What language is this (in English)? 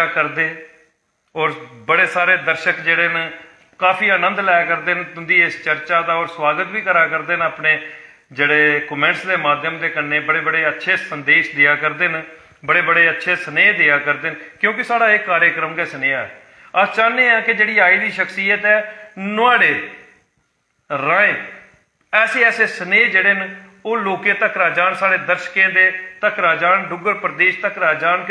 Dogri